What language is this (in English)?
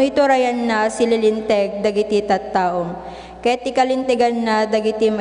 Iloko